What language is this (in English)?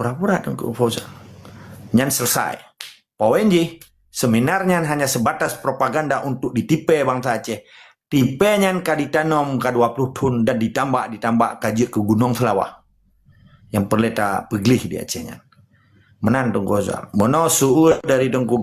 Achinese